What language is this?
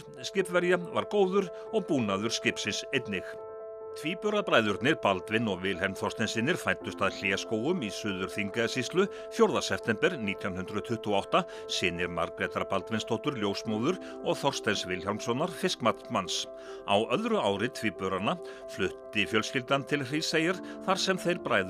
Icelandic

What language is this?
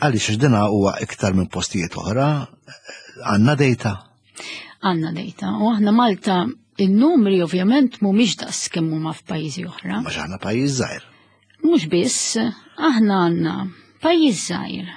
Maltese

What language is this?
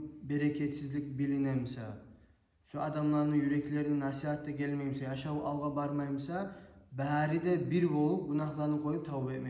Kumyk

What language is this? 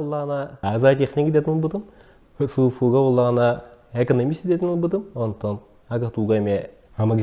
Yakut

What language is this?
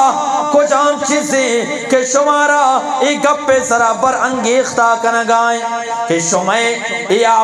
Eastern Balochi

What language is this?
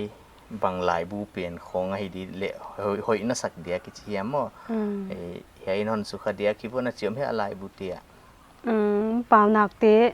Paite Chin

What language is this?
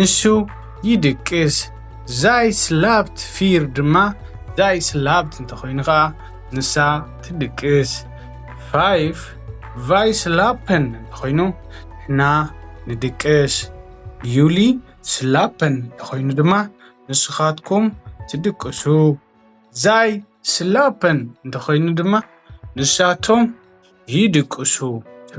Tigrinya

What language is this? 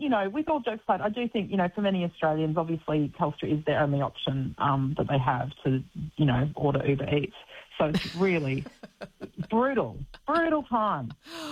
English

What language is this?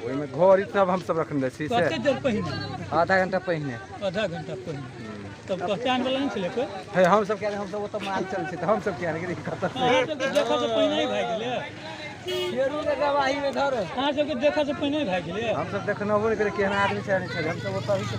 Maithili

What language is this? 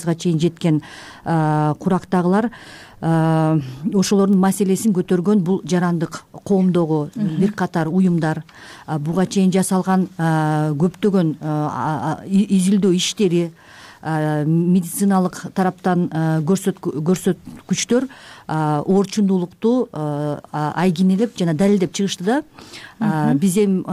Kyrgyz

